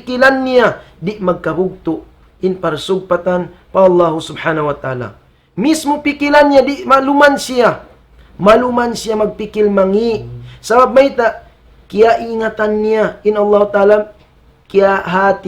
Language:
Tausug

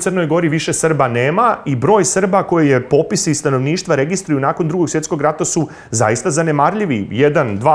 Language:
Serbian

